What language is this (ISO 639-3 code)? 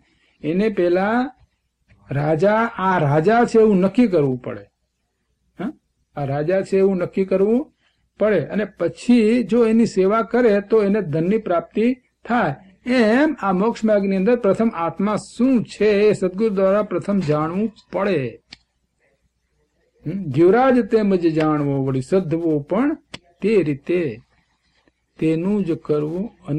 guj